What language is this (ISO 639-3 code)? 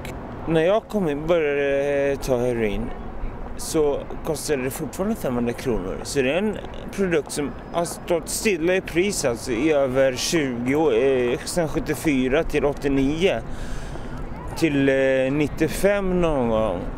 swe